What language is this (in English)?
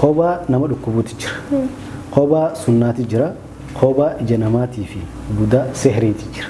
Oromo